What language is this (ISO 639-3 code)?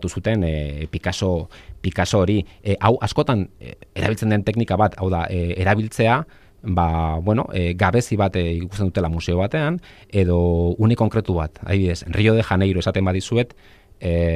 eus